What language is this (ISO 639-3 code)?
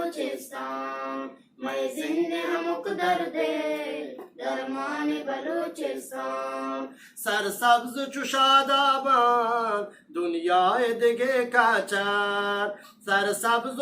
bgp